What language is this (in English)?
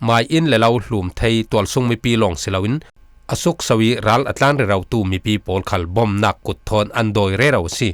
Falam Chin